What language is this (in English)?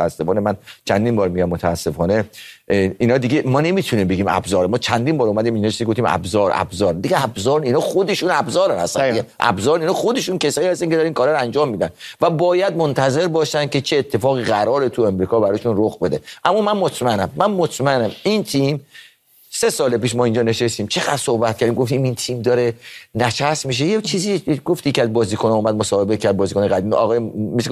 Persian